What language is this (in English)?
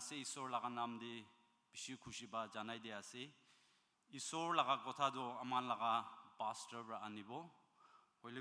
Naga Pidgin